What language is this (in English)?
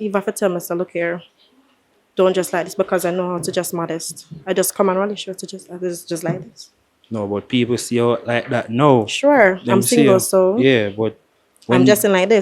Jamaican Creole English